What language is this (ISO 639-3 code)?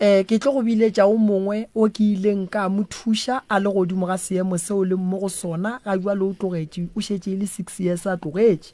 nso